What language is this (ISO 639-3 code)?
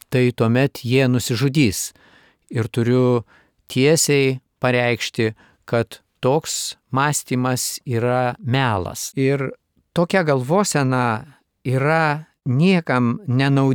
lit